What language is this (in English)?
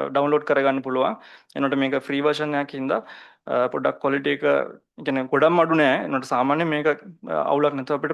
Sinhala